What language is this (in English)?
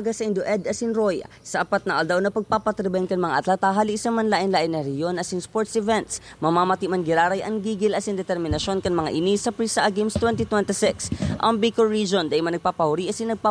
Bikol